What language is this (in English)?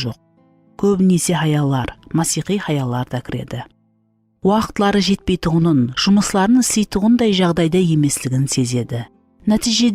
Kara-Kalpak